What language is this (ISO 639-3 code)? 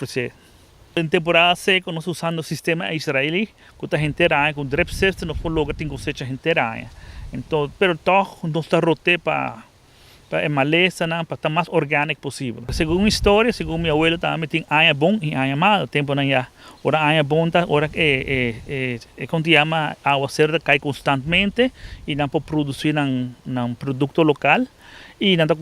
pap